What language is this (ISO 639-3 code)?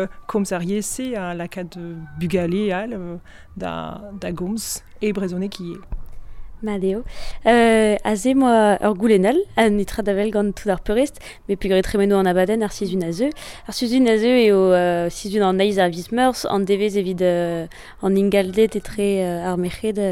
bre